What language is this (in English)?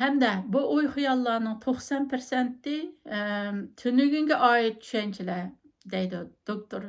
Uyghur